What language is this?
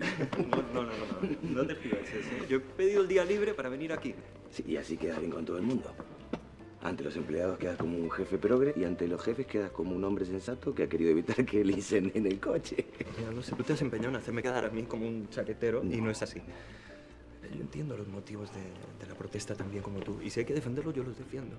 Spanish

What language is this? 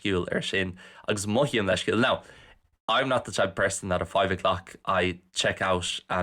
Irish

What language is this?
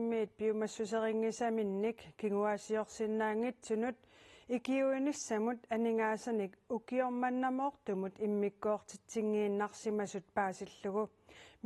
Kalaallisut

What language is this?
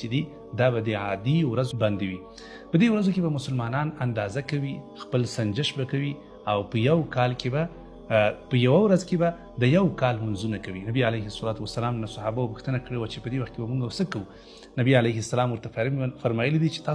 Pashto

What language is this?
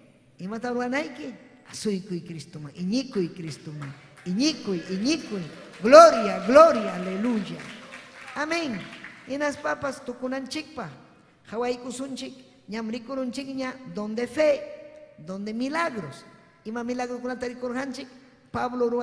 Ayacucho Quechua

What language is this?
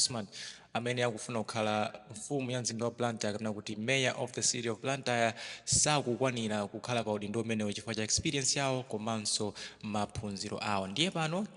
Nyanja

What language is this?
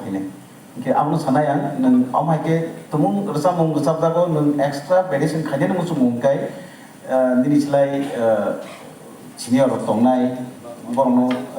Kok Borok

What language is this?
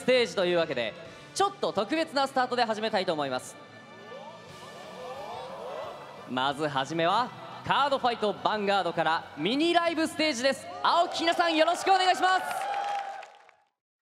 Japanese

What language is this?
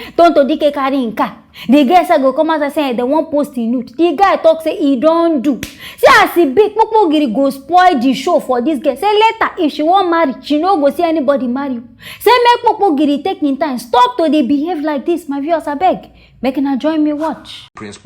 Nigerian Pidgin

